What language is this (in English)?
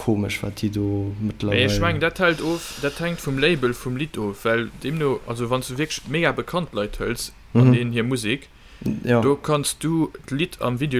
Luxembourgish